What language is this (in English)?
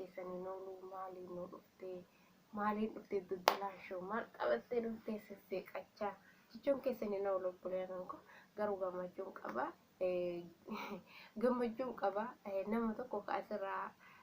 Oromo